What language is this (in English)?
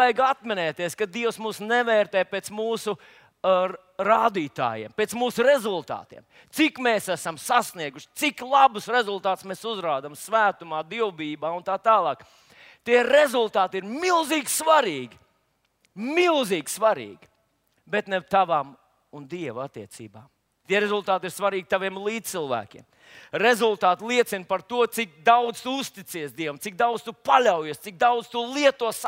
Latvian